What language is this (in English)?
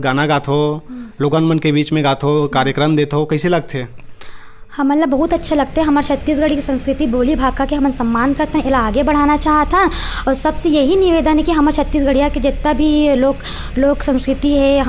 Chhattisgarhi